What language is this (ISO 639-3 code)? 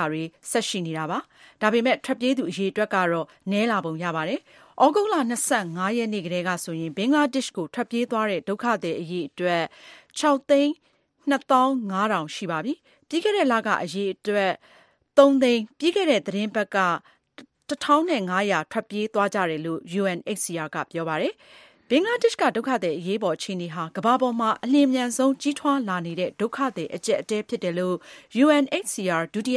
mya